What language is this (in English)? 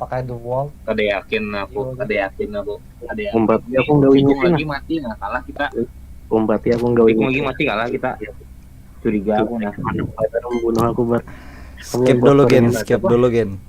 Banjar